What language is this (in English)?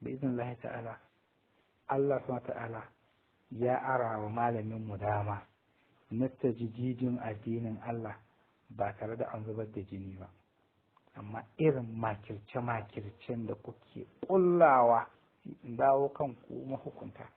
Hausa